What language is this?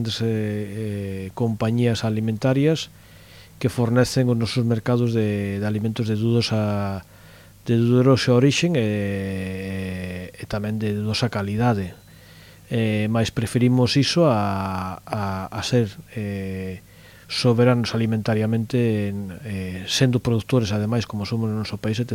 Galician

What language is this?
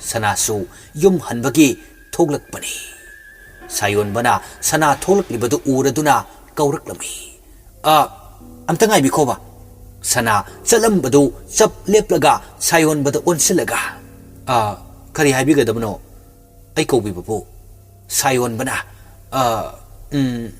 Manipuri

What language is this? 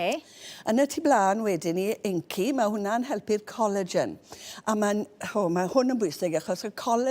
Welsh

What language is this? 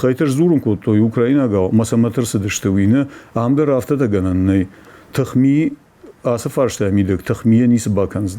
Ossetic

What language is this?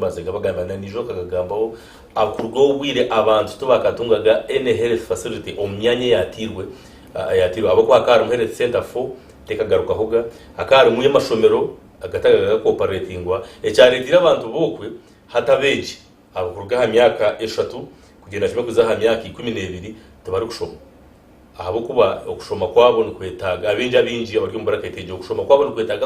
Nyankole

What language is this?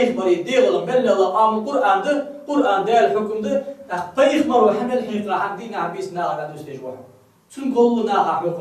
Ingush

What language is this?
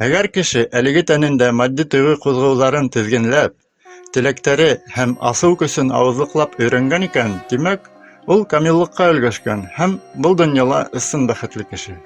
Bashkir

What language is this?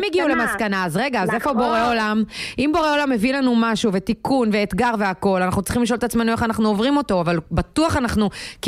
Hebrew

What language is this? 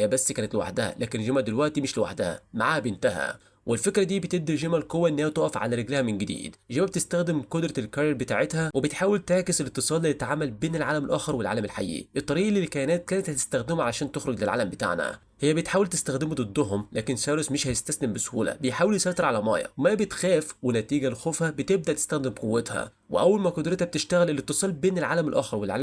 Egyptian Arabic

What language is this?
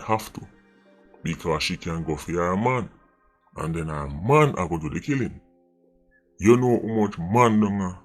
Jamaican Creole English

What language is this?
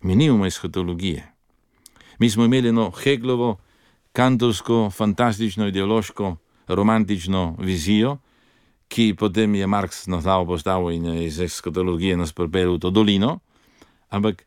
Slovenian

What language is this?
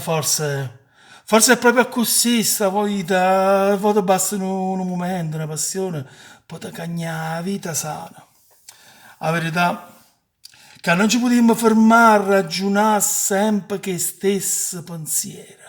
Neapolitan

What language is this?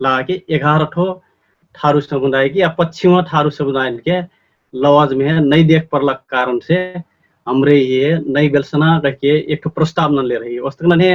Dangaura Tharu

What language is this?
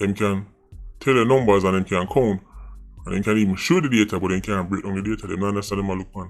Jamaican Creole English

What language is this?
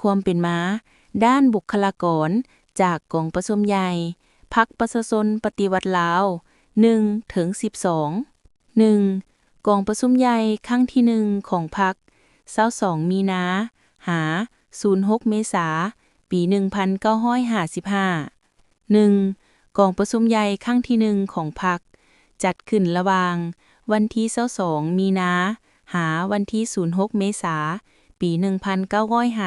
Lao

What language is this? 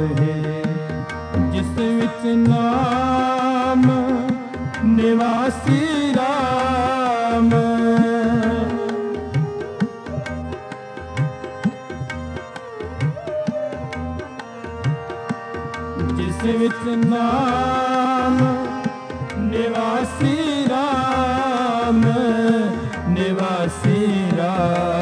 Punjabi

